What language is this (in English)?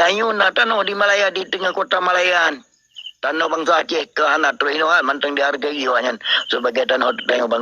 Achinese